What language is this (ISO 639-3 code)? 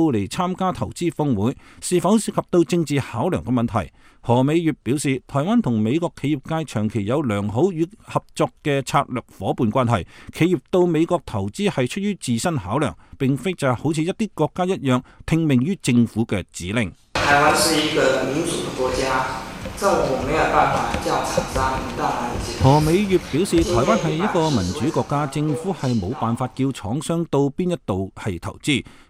yue